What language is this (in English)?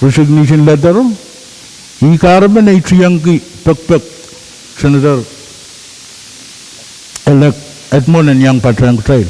Pohnpeian